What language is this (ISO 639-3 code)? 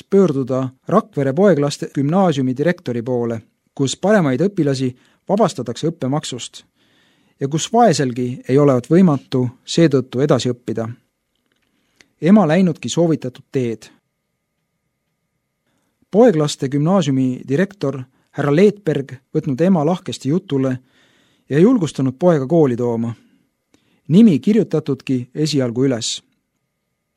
est